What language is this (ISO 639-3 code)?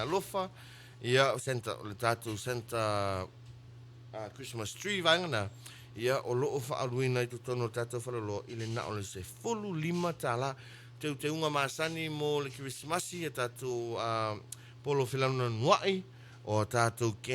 smo